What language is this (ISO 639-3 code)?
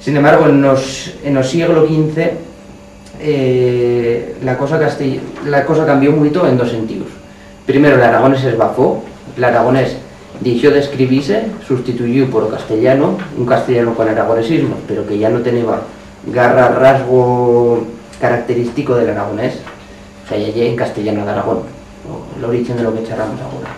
arg